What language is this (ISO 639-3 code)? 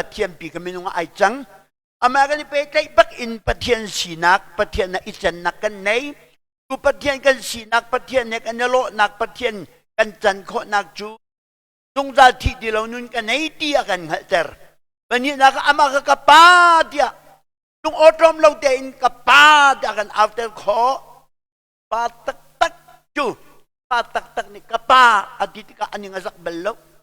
cnh